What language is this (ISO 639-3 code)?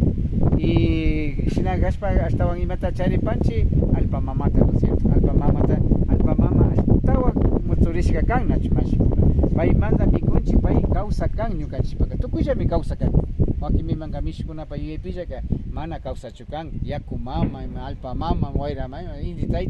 qvi